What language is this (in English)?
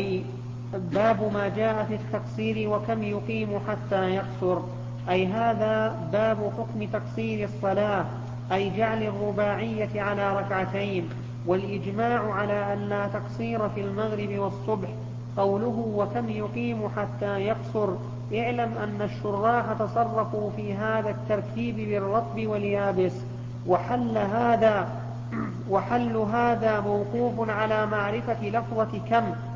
Arabic